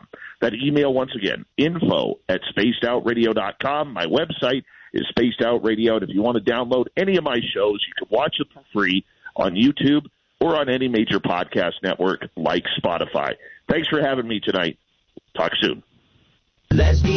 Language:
English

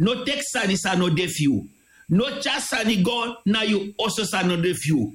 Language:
Sranan Tongo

